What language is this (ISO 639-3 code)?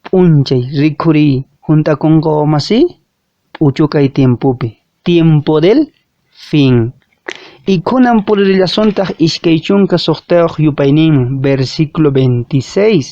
que